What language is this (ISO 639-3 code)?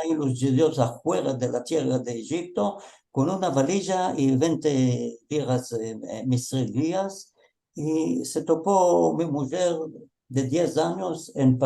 lad